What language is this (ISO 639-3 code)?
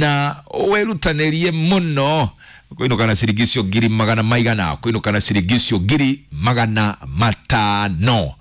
kik